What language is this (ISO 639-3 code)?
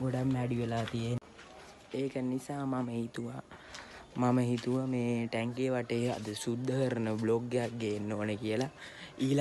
sin